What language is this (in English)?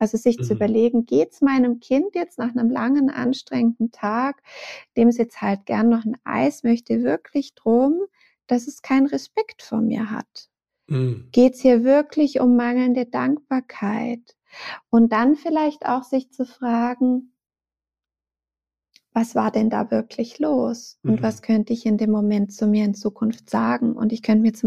German